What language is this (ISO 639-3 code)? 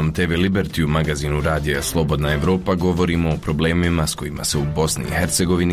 bos